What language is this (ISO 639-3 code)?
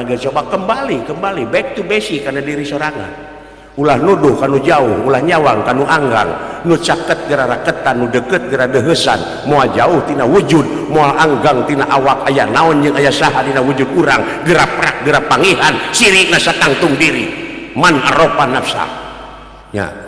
sun